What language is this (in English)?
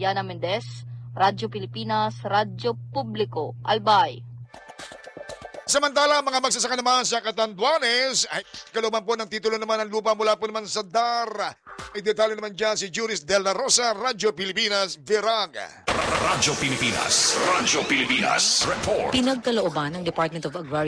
Filipino